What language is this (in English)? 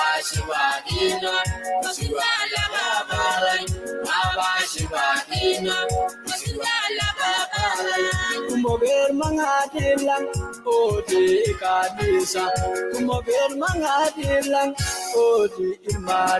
Masai